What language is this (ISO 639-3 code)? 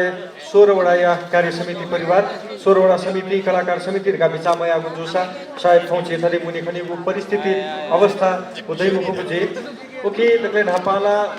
new